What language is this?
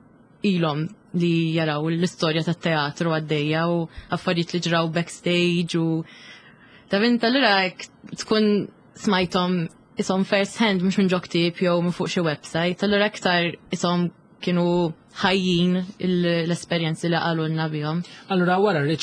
Maltese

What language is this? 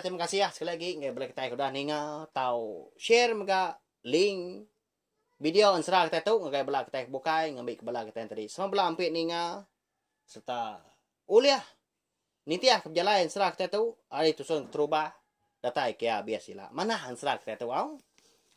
Iban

